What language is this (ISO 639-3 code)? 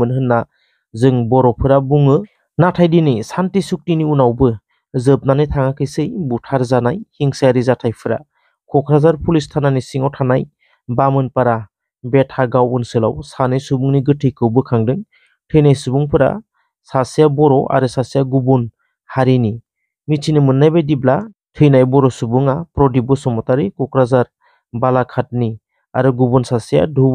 brx